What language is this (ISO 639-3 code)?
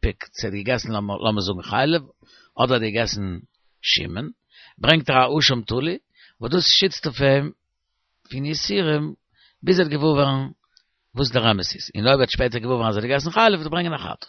yid